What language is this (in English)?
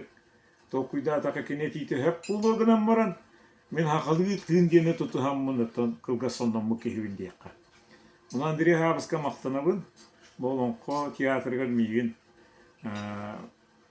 Yakut